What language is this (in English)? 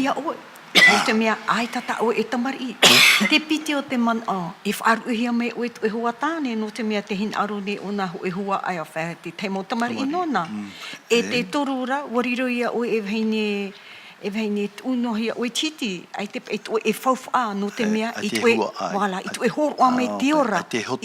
Tahitian